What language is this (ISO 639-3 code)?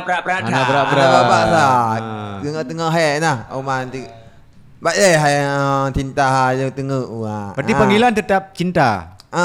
ace